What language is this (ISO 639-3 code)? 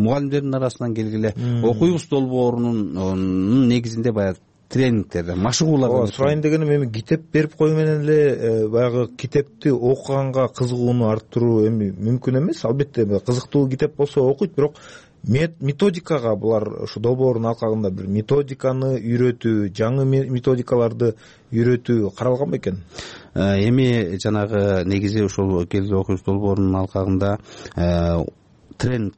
kir